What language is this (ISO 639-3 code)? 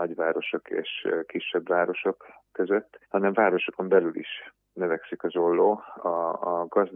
hun